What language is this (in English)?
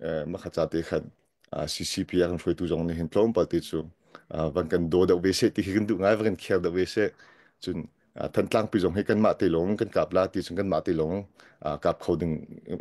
Hakha Chin